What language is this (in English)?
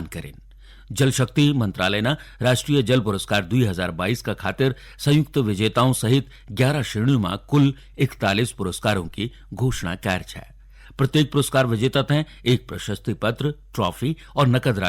Garhwali